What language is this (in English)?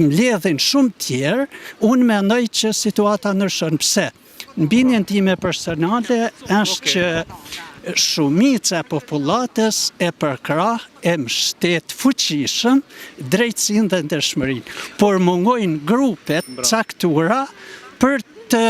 Albanian